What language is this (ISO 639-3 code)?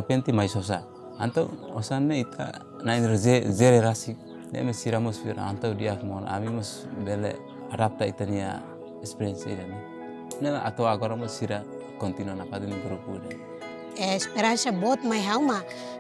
tet